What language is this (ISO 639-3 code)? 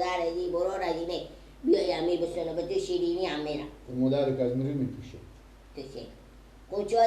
fas